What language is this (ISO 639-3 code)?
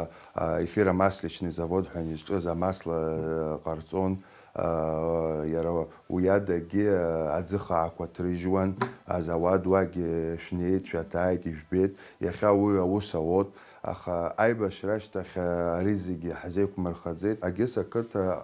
abk